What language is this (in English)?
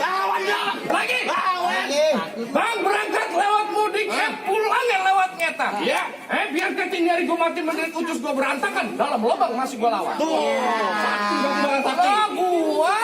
Betawi